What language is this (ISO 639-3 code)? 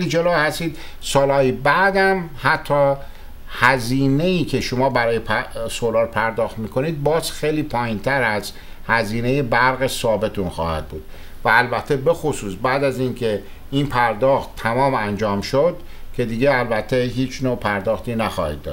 fas